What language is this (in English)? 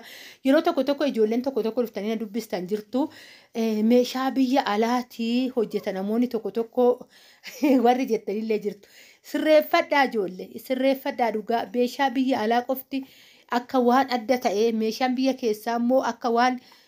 Oromo